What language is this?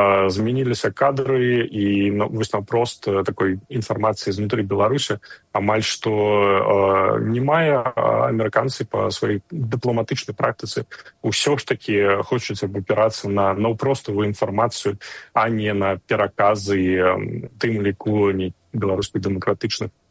Belarusian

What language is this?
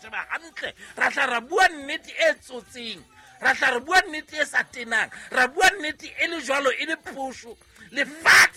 Southern Sotho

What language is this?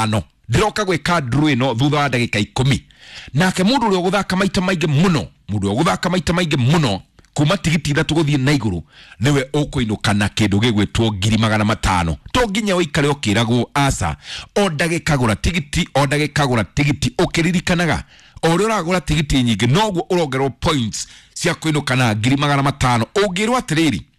Kikuyu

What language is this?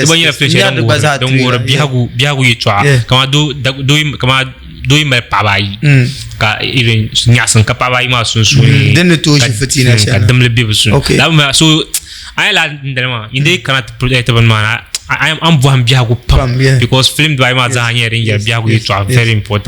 Dagbani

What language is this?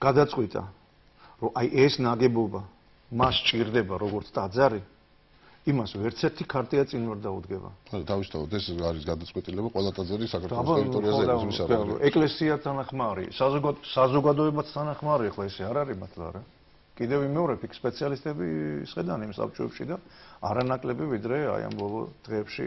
Georgian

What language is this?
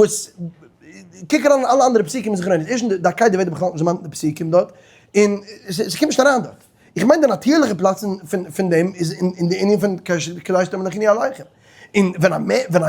Yiddish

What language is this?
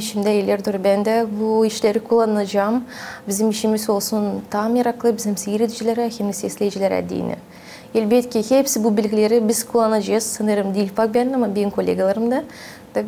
Gagauz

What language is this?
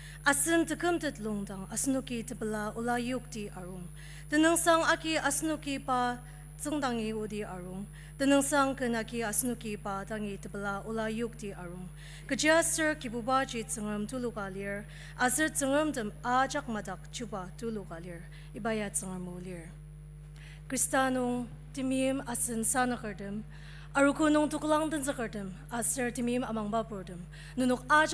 Ao Naga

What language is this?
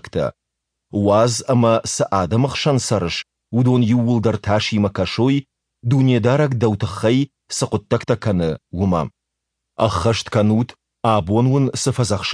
Ossetic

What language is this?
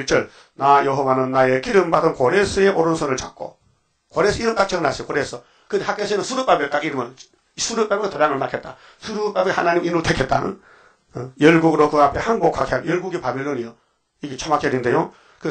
Korean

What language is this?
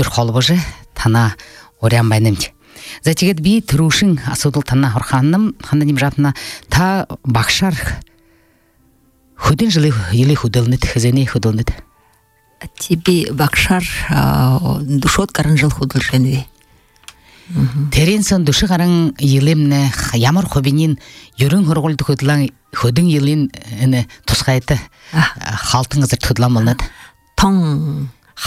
Buriat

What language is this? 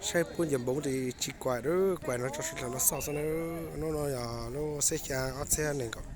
Hmong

